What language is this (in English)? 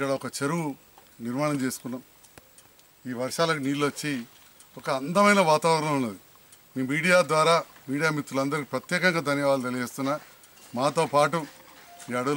Telugu